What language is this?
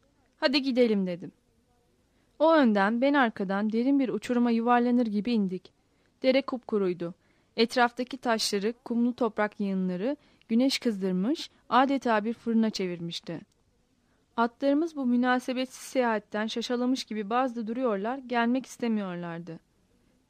Turkish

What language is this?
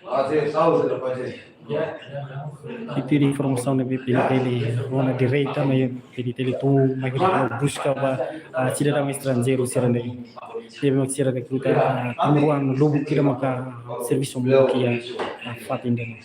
Tetum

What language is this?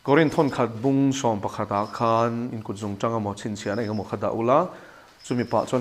Mizo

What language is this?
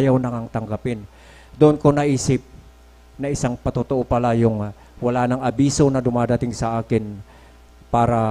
Filipino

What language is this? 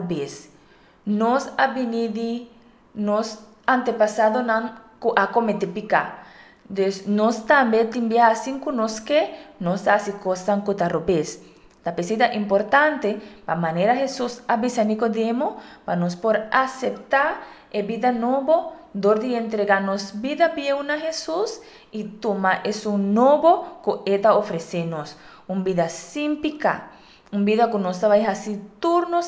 Papiamento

